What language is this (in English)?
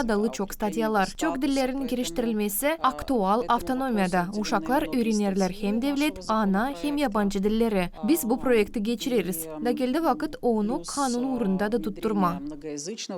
Gagauz